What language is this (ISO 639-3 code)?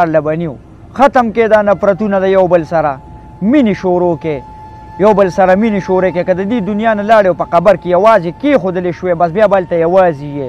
pus